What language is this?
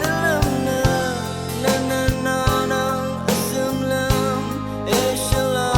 Rawang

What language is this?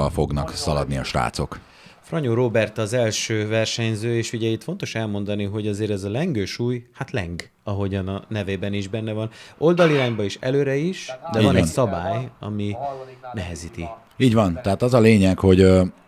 Hungarian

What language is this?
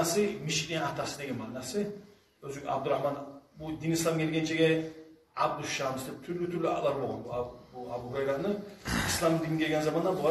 Kumyk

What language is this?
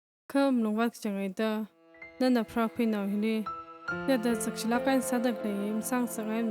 Tangkhul Naga (India)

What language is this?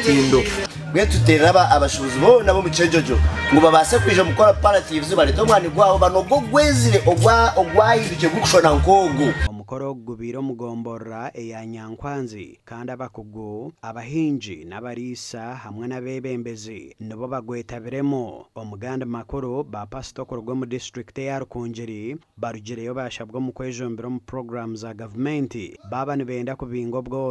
Nyankole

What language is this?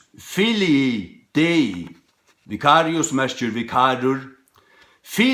Faroese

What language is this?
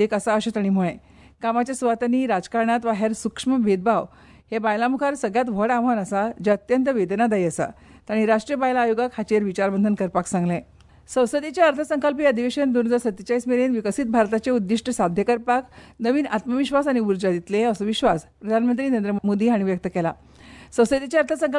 Konkani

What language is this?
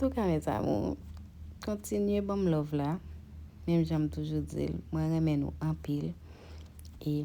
Haitian Creole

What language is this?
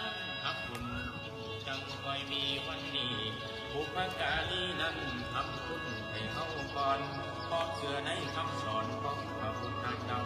Northeastern Thai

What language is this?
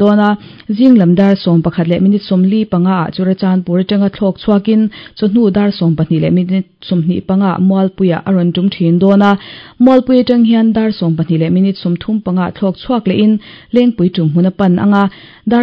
Mizo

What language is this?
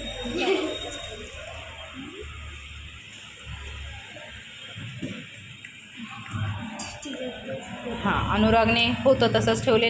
Marathi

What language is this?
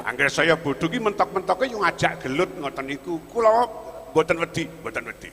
Javanese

